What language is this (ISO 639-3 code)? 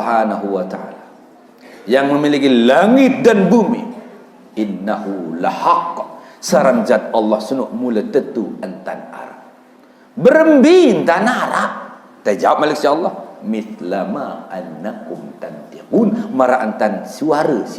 sas